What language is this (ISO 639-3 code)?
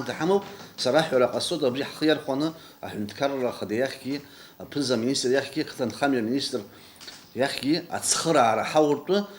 abk